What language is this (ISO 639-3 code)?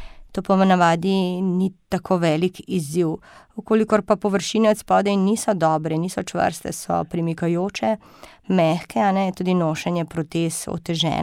slv